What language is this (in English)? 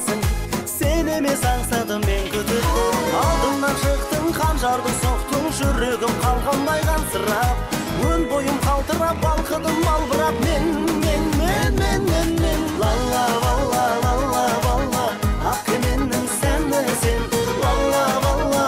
Kazakh